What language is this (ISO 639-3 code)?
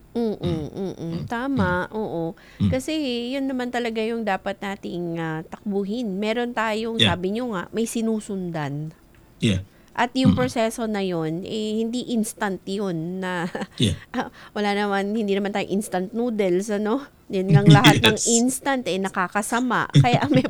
fil